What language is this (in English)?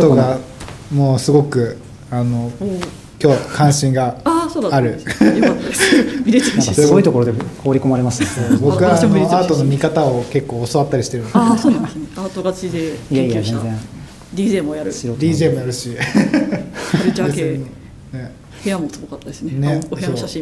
Japanese